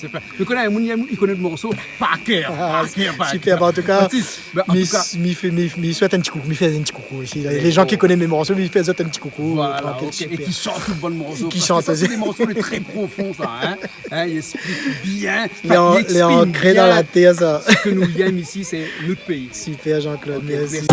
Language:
Réunion Creole French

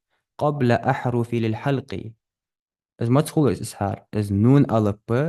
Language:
Ingush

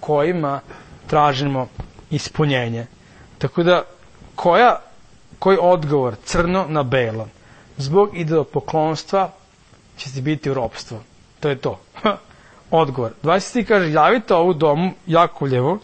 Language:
Serbian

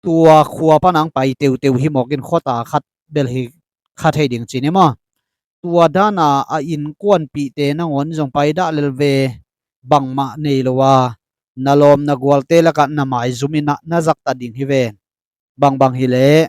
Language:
Tedim Chin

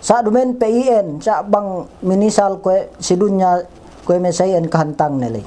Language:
Yakan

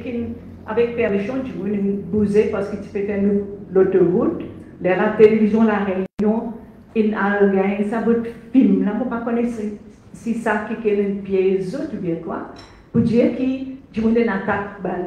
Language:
Morisyen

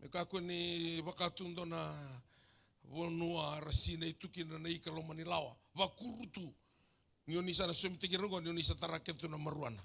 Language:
Fijian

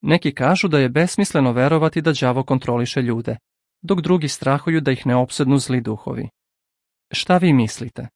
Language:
Serbian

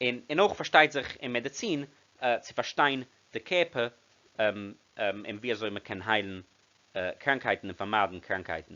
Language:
Yiddish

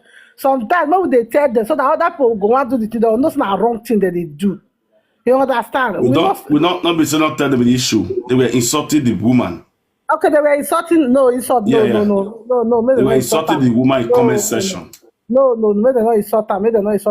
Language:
Nigerian Pidgin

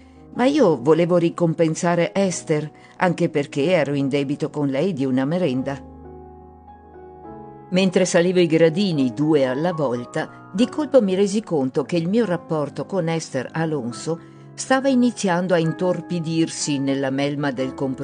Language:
Italian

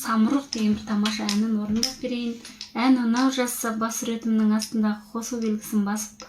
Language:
Kazakh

